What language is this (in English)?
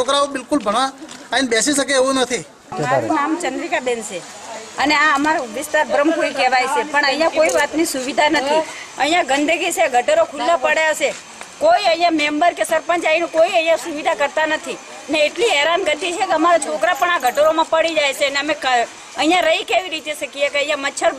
Gujarati